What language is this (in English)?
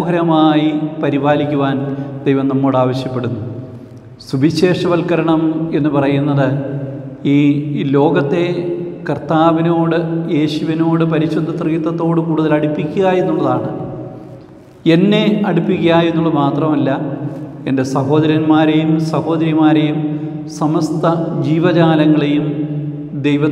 Malayalam